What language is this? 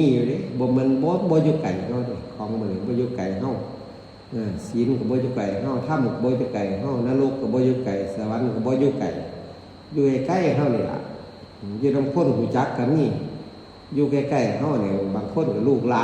Northeastern Thai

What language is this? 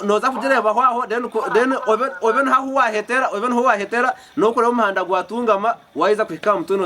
Nyankole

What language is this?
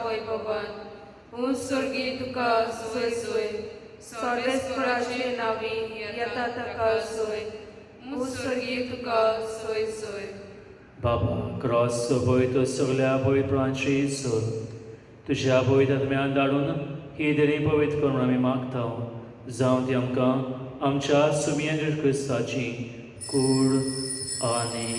Konkani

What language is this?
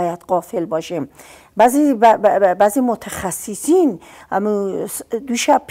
Persian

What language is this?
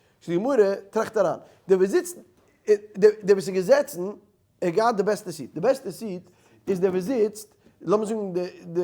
Yiddish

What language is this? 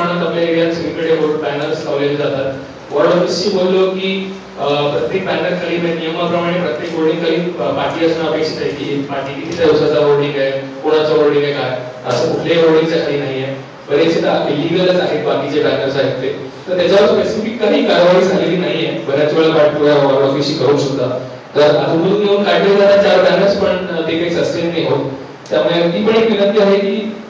Marathi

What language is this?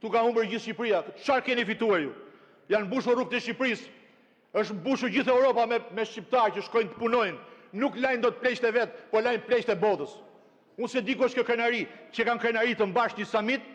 Albanian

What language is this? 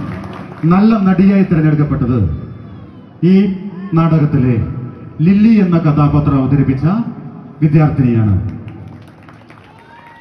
Malayalam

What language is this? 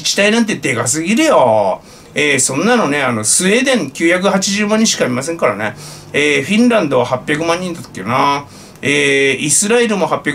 Japanese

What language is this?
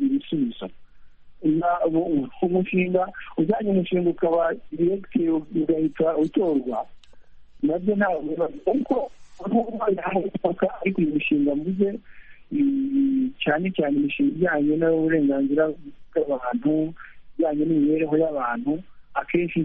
Kinyarwanda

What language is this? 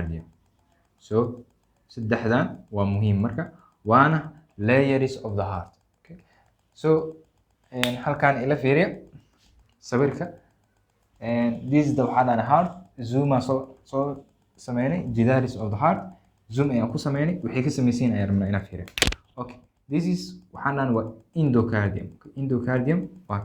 Somali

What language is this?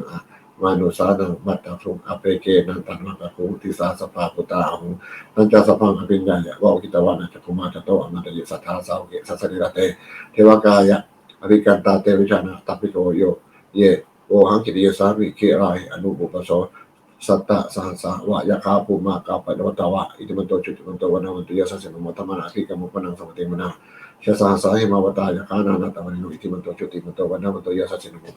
Pali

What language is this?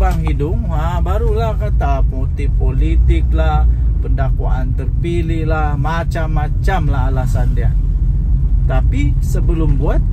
Malay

